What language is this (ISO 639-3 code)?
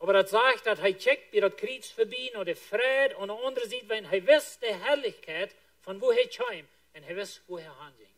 pdt